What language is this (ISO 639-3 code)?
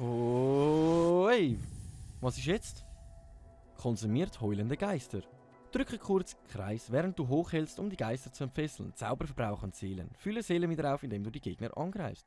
gsw